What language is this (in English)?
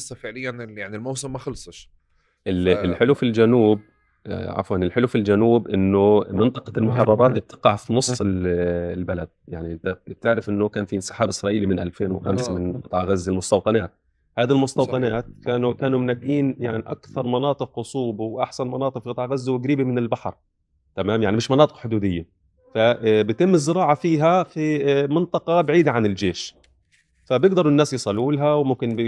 North Levantine Arabic